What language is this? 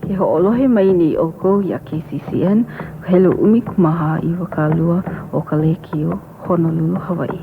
Hawaiian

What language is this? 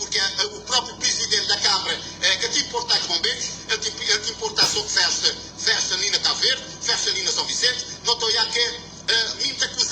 Kabuverdianu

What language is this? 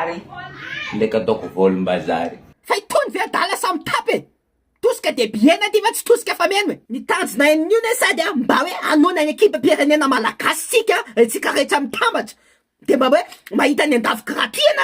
Malagasy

